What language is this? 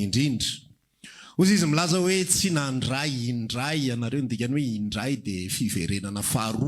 Malagasy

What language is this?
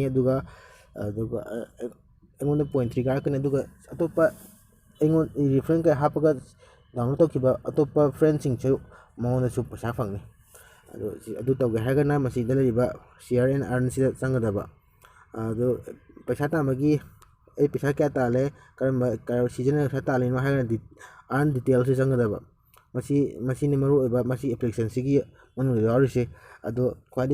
Manipuri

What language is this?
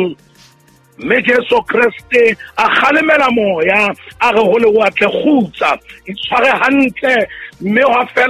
Southern Sotho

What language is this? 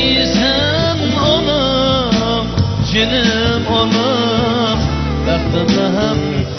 Uyghur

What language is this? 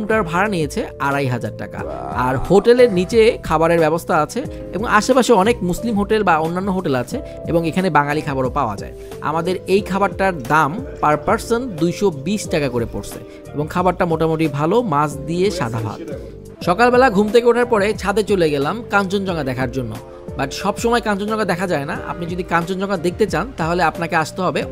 Bangla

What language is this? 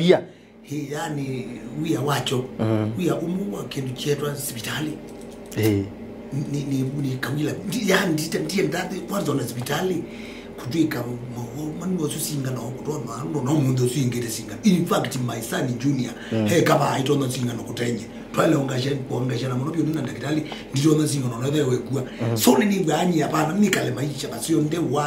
Kamba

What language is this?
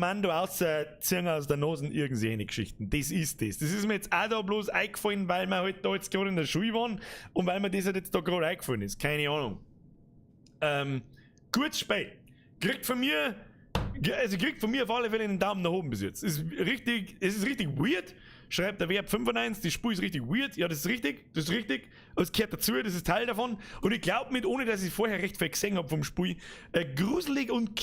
Bavarian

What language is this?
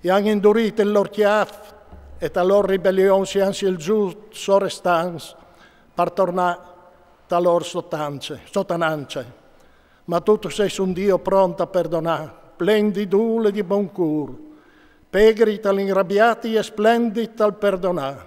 Friulian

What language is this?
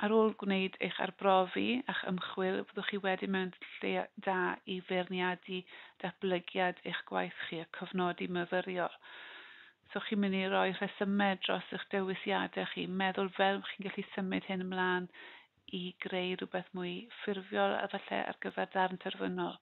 Welsh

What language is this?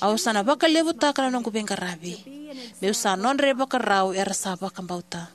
Fijian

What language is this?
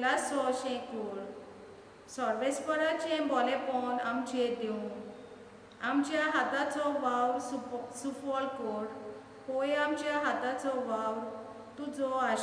Konkani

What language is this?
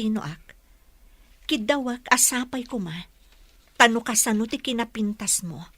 Iloko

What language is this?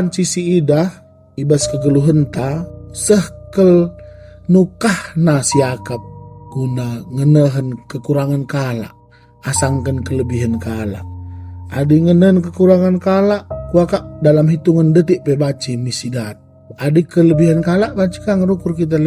Batak Karo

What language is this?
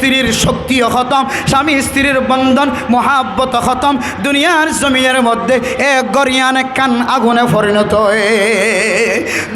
Rohingya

